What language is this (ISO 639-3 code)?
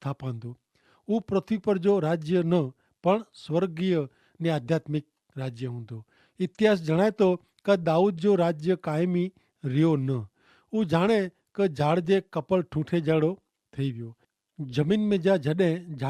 kfr